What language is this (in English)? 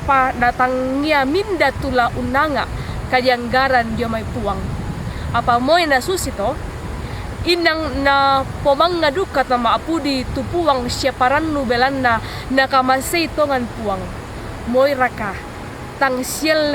Toraja-Sa'dan